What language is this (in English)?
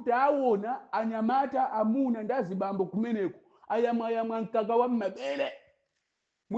Nyanja